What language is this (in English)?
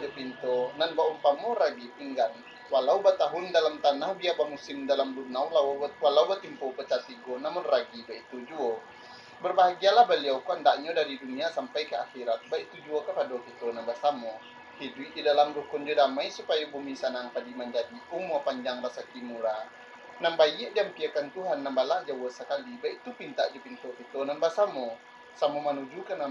Minangkabau